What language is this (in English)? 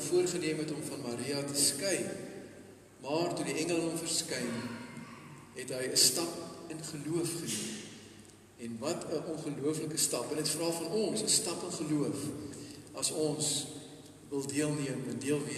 Afrikaans